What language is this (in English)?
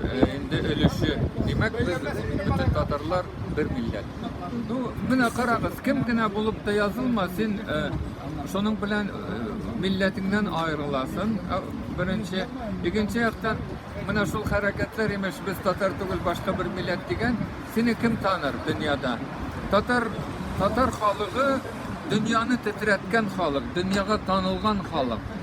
Tatar